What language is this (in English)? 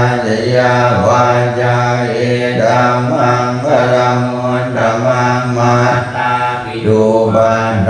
Pali